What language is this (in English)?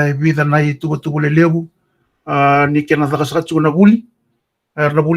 Fijian